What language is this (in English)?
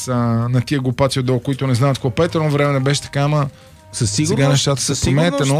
Bulgarian